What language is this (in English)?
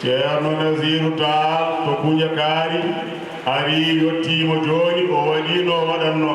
Fula